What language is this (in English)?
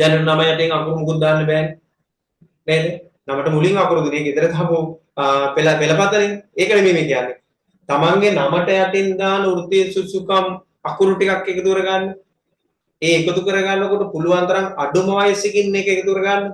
Sinhala